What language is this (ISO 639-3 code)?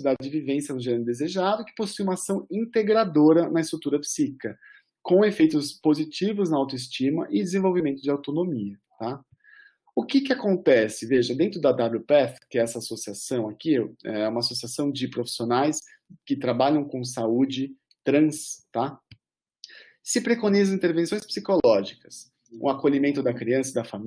por